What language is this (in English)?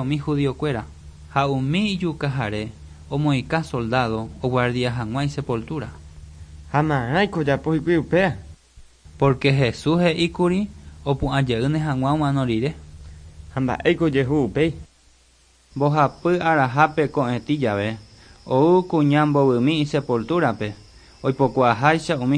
Guarani